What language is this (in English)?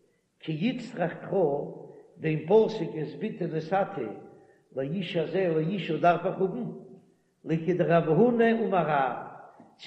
Yiddish